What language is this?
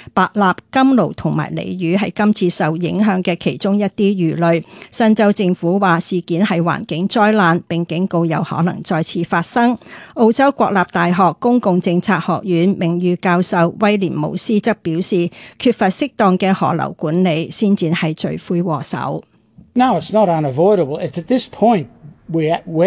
Cantonese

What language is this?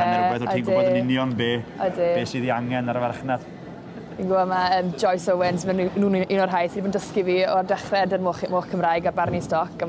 Welsh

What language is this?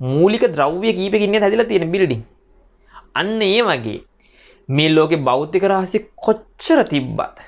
Sinhala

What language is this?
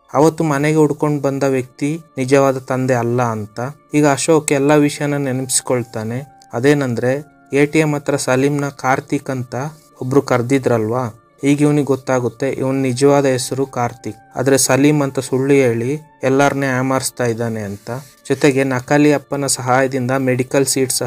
Kannada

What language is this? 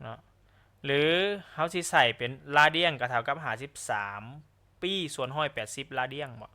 Lao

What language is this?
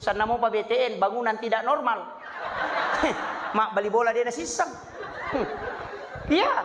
Buginese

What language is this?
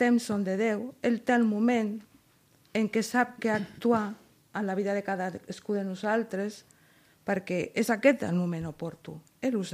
Catalan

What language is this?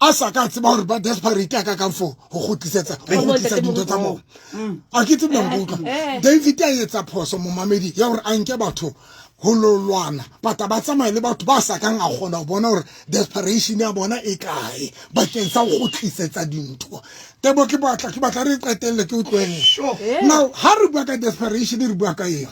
Southern Sotho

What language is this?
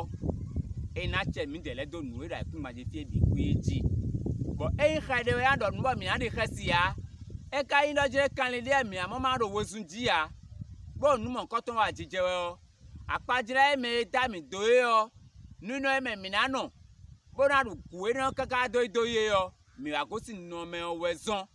Fon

